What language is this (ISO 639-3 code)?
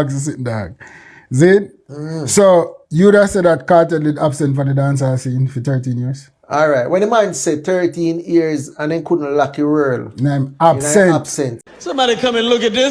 jam